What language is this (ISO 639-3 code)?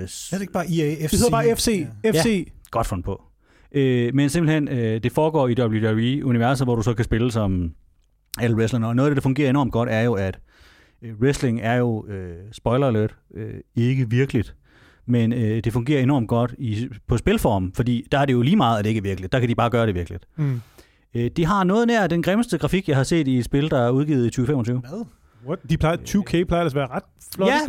dan